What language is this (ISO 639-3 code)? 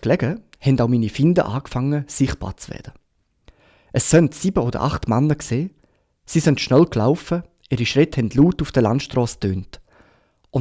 gsw